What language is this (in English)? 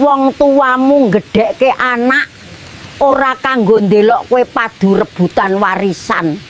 Javanese